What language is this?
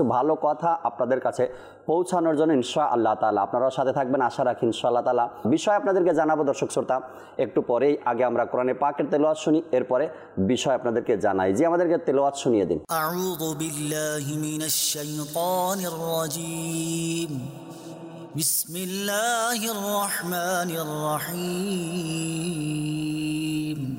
Bangla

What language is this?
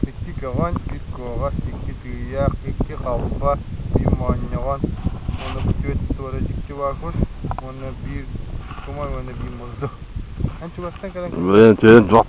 Yakut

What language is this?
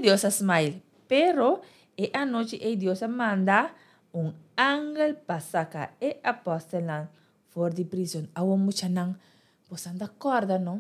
Papiamento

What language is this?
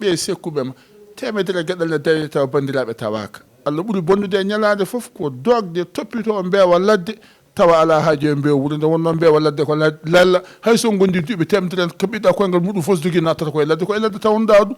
Fula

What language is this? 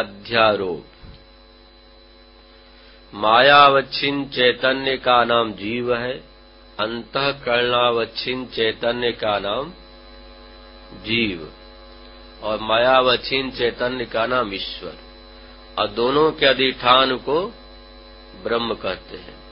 Hindi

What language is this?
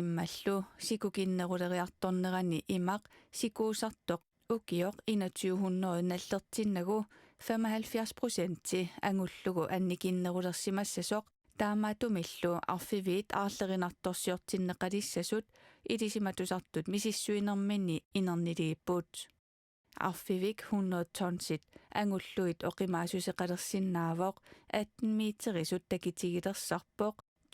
Kalaallisut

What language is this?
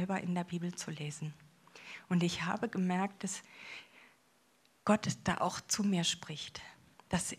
German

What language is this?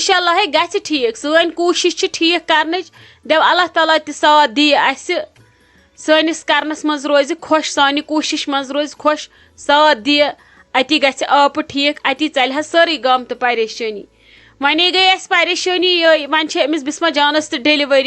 Kashmiri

